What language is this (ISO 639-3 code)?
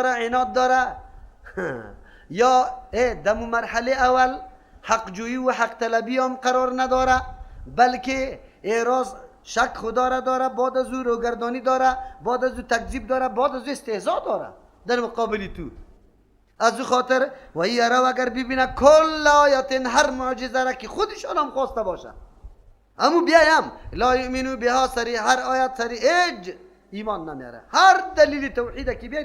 fas